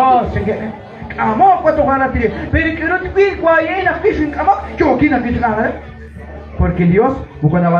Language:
Kekchí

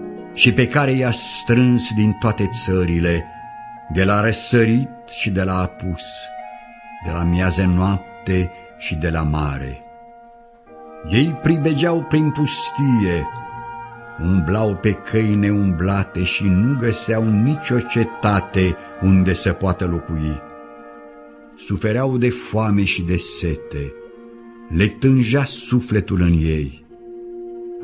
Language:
Romanian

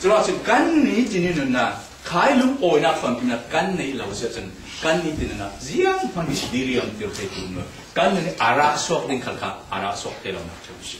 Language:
Falam Chin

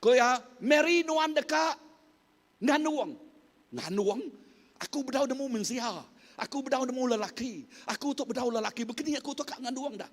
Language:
Iban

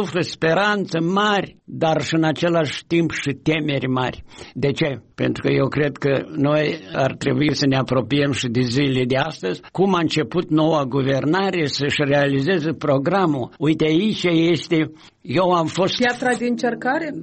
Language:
Romanian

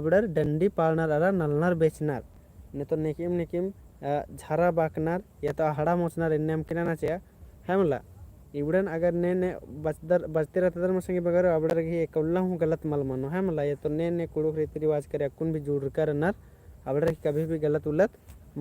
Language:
Kurukh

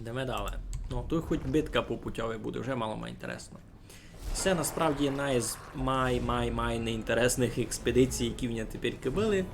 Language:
Rusyn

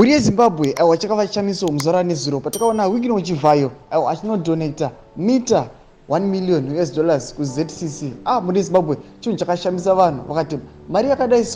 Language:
Shona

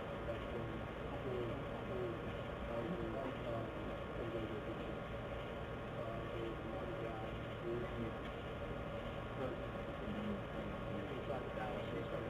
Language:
English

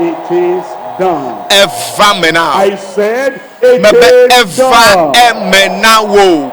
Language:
Ewe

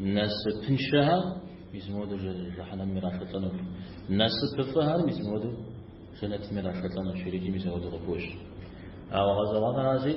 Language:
Kabardian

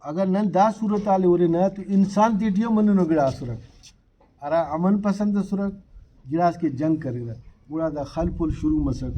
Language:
Brahui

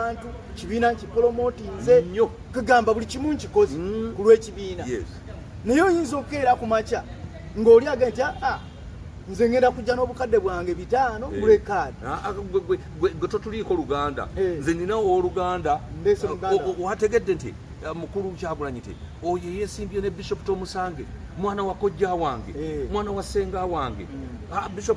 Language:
Ganda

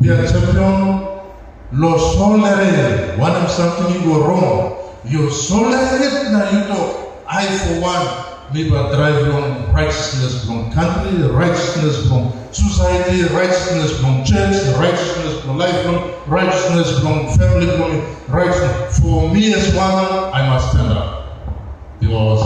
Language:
Tok Pisin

